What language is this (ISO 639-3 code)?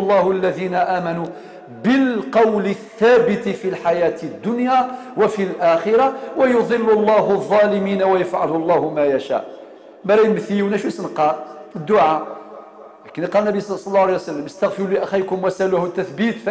kab